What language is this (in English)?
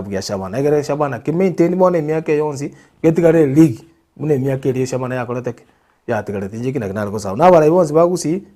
Gusii